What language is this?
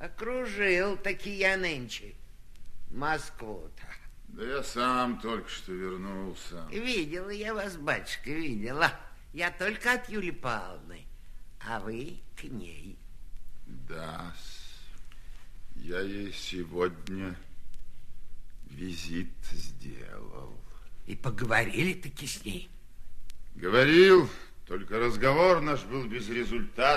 Russian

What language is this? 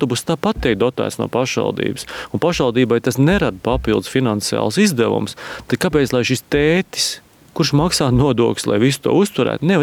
Latvian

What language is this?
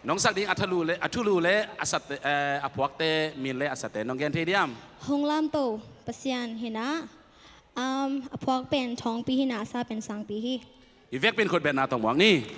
Tedim Chin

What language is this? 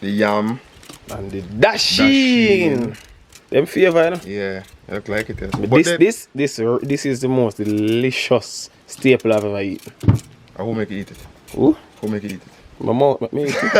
Jamaican Creole English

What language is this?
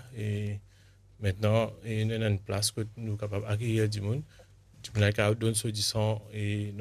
Morisyen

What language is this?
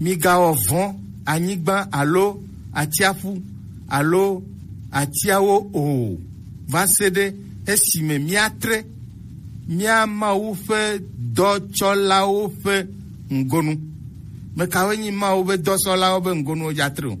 Gen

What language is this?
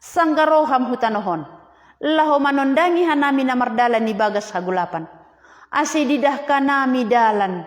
Batak Simalungun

